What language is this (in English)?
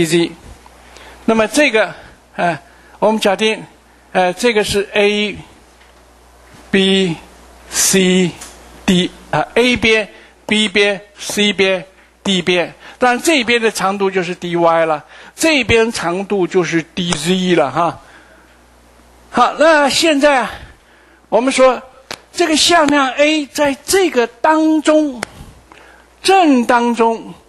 Chinese